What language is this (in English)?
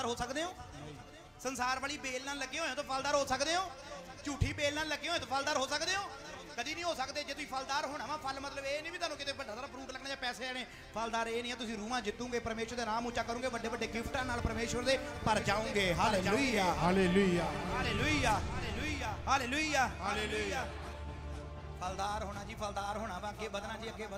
Punjabi